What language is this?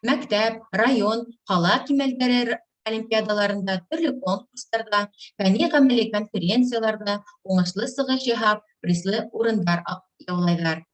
Bashkir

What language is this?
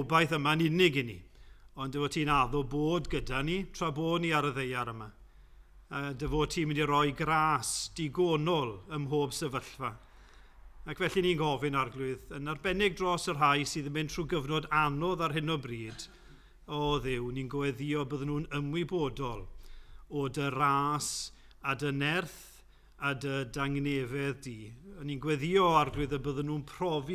Welsh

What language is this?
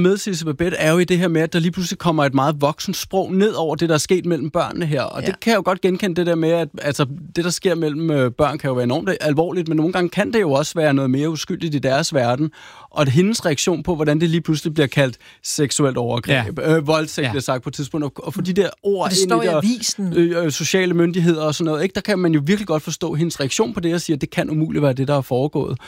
Danish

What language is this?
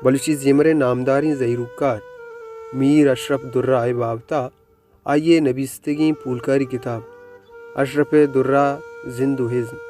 Baluchi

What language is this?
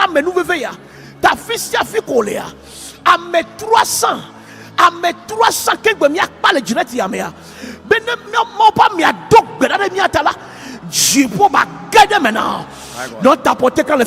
Ewe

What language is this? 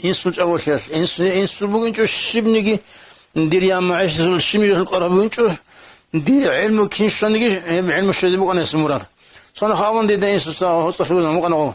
Avaric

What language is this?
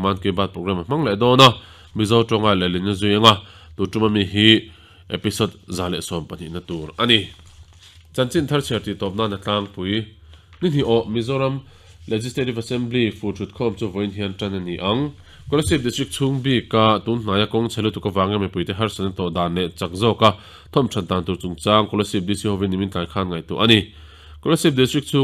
Mizo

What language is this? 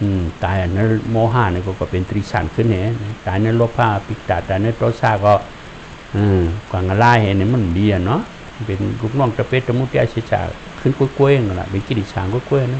Shan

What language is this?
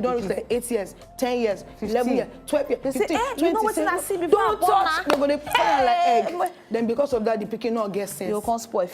Nigerian Pidgin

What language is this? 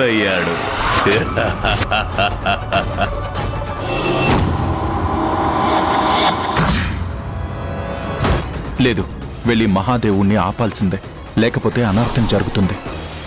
Telugu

